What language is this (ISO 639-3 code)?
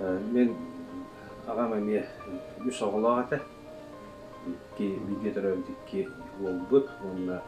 sah